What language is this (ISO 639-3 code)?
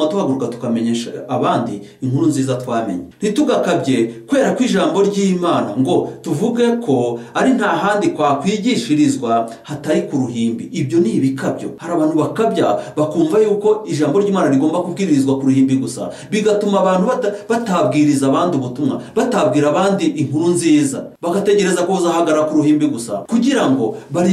kin